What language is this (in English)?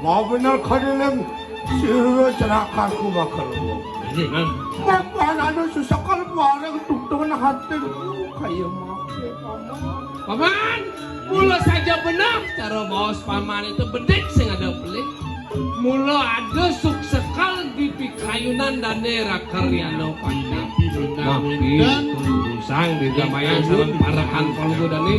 Balinese